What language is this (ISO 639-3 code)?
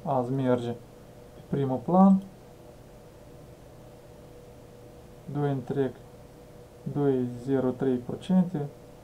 ron